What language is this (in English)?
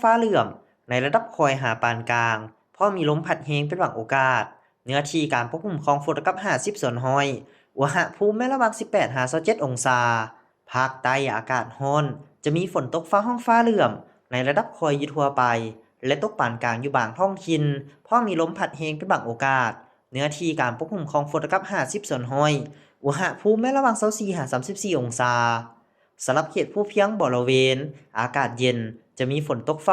Lao